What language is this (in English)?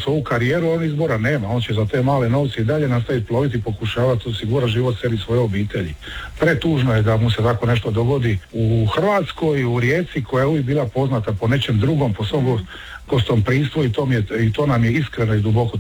Croatian